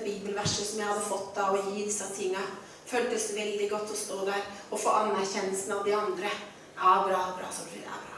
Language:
Norwegian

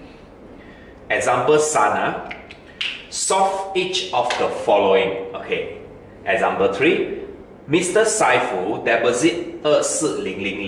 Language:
Chinese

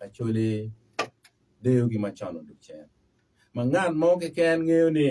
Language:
Acoli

